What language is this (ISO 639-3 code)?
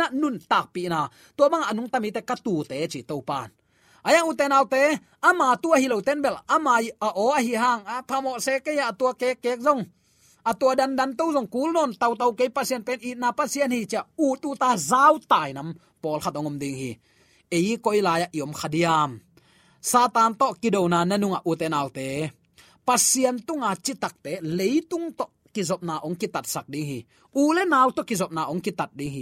ctd